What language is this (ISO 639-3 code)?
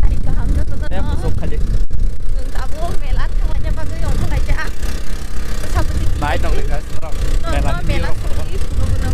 trp